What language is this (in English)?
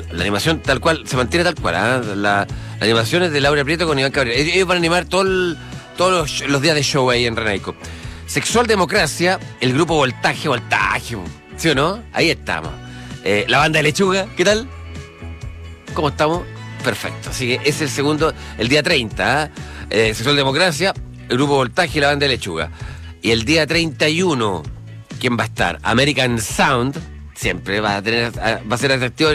Spanish